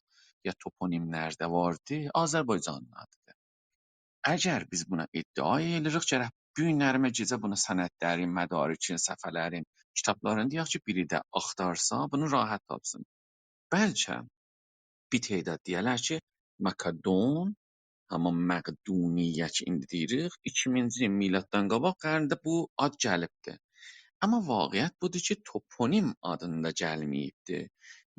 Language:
South Azerbaijani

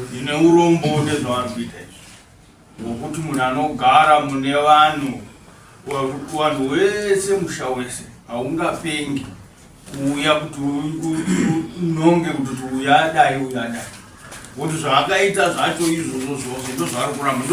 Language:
Shona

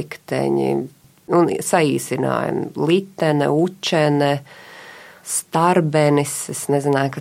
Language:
Latvian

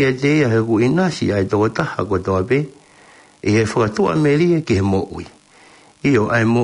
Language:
Tongan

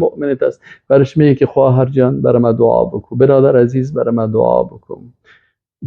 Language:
Persian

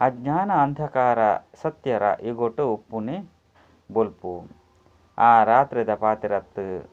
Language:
Tulu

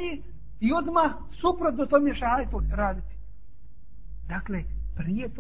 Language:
Bosnian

